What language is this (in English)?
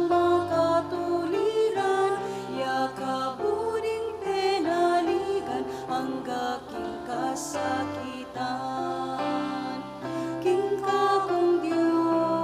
Pampanga